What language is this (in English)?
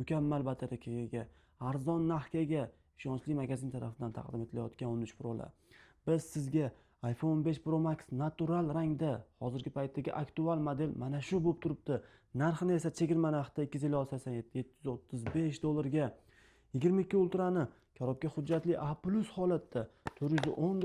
Uzbek